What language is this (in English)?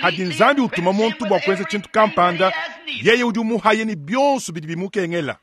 Luba-Lulua